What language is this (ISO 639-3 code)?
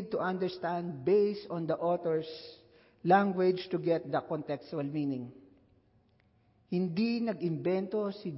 fil